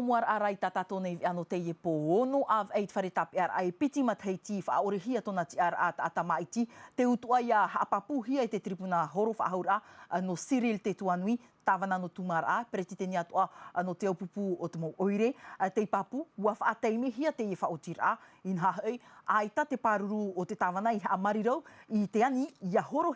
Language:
Tahitian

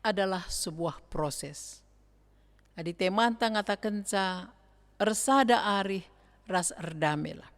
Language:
Batak Karo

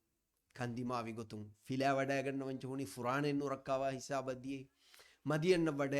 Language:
Divehi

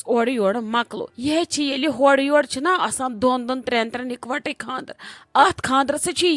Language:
Kashmiri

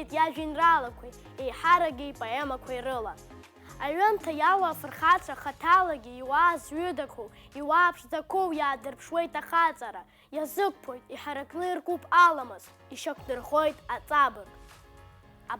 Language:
Abkhazian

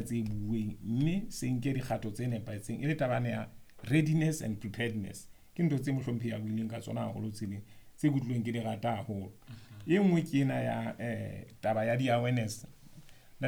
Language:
Southern Sotho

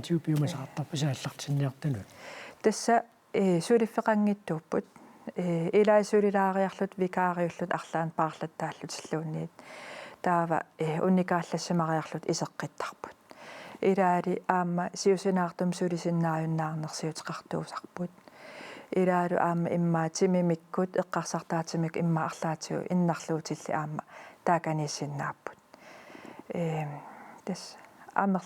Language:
Kalaallisut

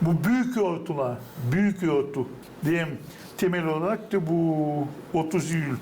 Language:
Gagauz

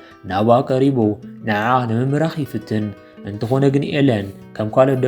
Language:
Tigrinya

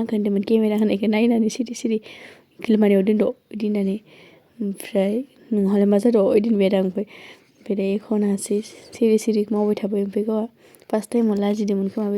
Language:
Bodo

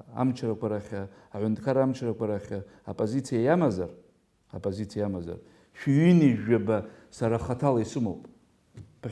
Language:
Abkhazian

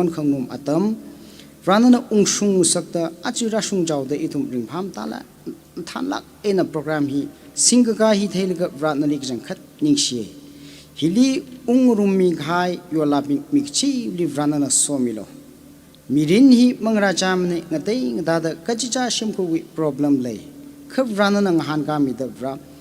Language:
Tangkhul Naga (India)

